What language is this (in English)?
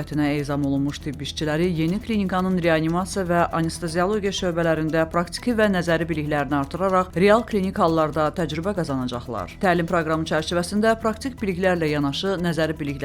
Azerbaijani